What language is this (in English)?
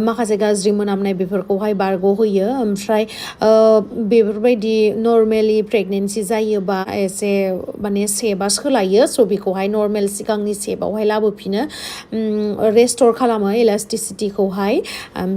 Bodo